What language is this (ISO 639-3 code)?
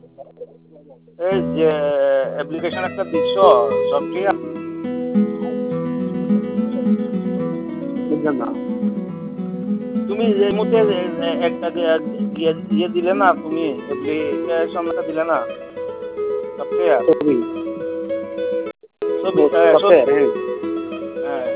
ben